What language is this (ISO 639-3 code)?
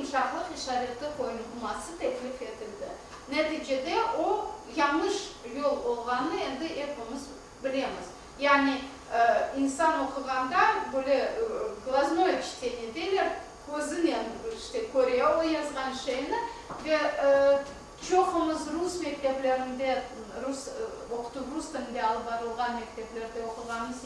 crh